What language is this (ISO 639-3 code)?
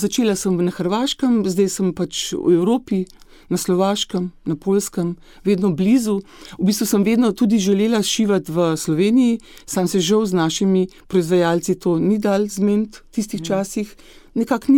slv